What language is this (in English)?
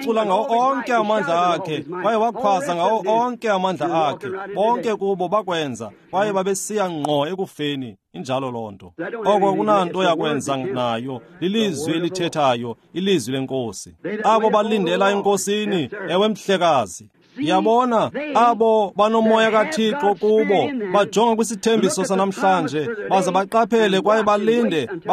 Xhosa